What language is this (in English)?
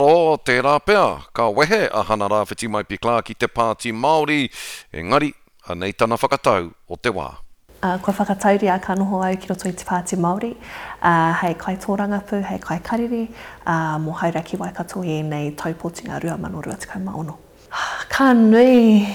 Māori